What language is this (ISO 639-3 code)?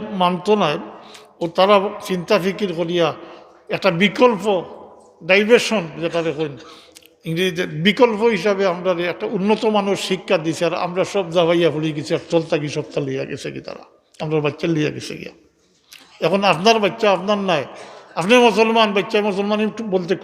syl